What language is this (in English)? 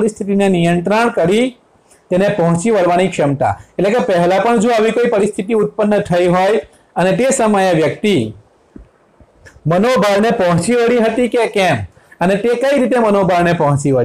Gujarati